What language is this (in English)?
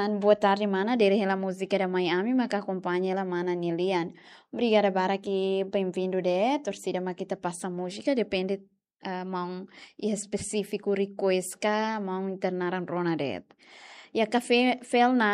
Tetum